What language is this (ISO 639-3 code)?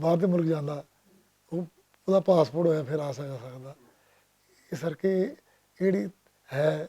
lah